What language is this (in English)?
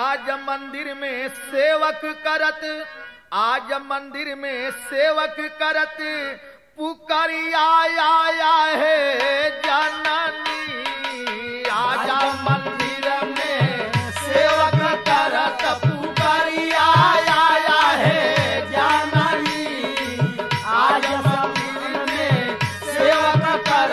Bhojpuri